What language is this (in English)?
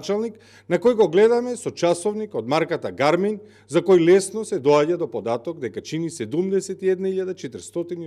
Macedonian